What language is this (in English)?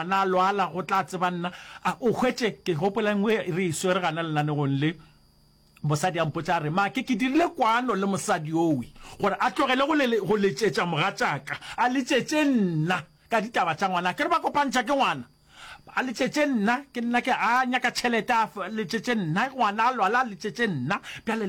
Northern Sotho